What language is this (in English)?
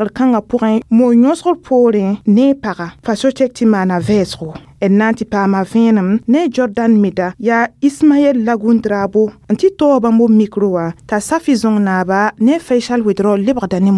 Mossi